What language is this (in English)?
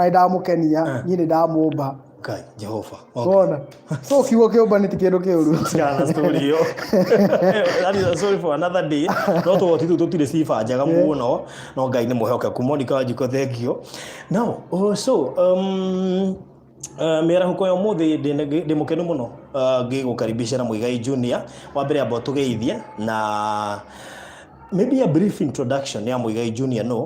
Kikuyu